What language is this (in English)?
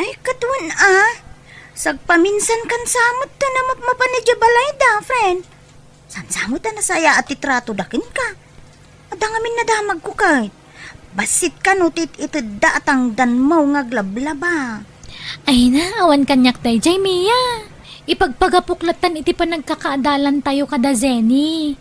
Iloko